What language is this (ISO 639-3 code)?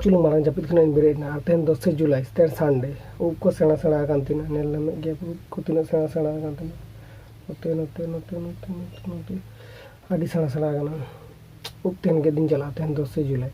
sat